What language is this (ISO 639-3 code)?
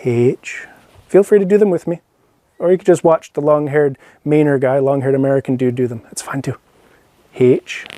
gla